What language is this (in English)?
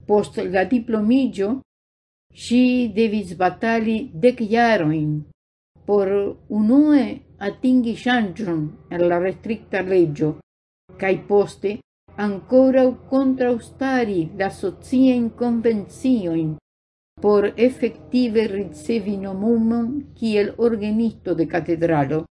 Esperanto